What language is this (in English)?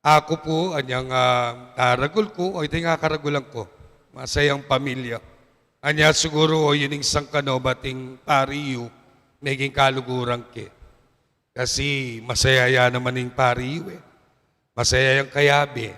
Pampanga